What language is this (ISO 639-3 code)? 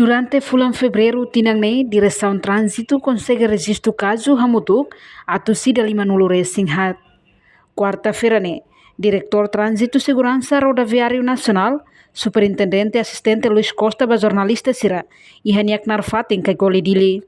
tet